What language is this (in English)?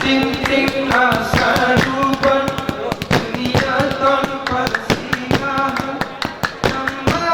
Gayo